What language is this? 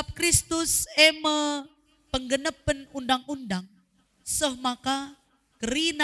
Batak Karo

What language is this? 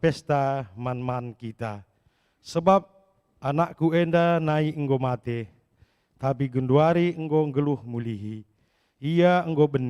Batak Karo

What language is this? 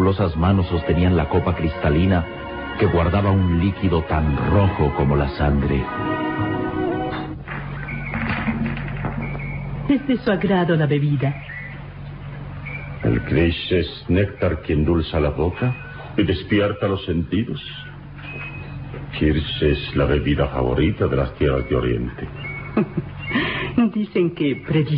Spanish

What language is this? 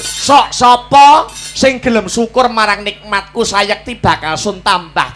Javanese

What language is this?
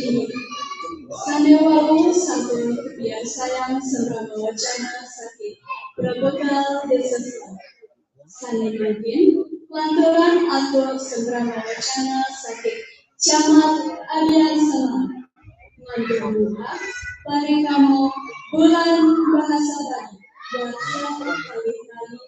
Balinese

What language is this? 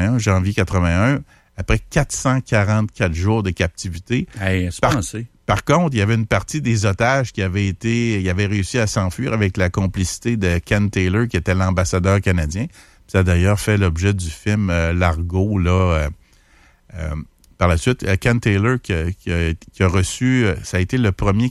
French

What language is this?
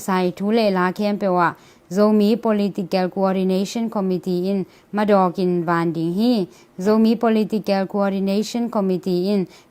Tedim Chin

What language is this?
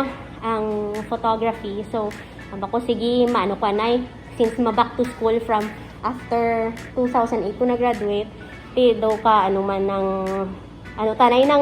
Hiligaynon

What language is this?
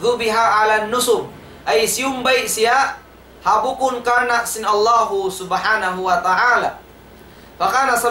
Tausug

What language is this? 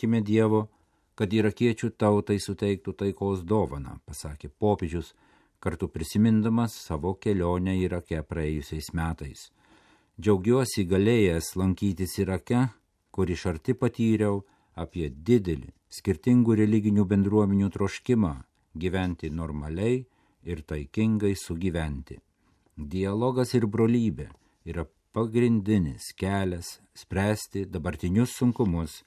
Lithuanian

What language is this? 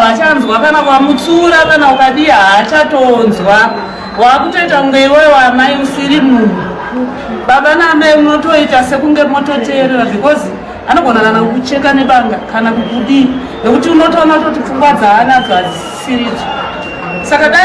Shona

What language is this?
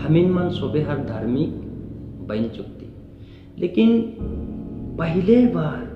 Sadri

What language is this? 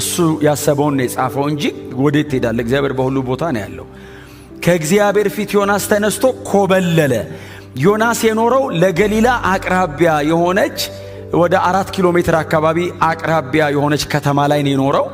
Amharic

